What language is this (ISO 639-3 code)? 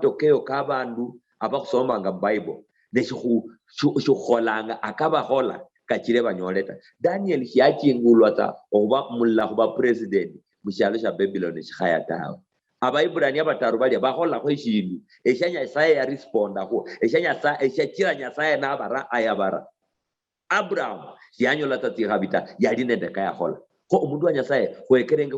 luy